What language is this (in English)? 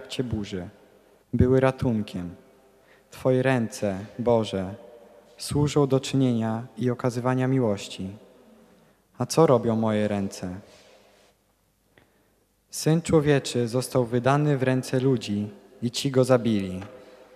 Polish